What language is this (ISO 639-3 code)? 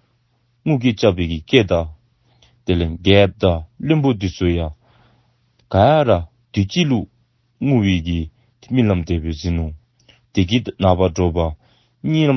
dzo